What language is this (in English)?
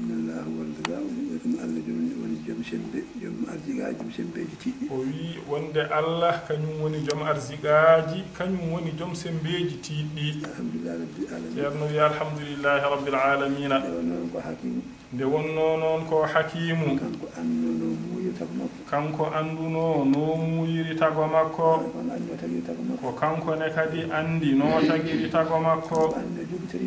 Fula